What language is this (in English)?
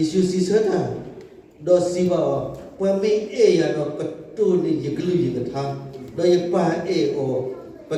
S'gaw Karen